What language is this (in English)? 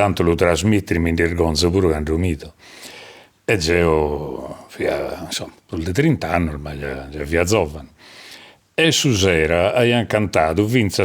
Sardinian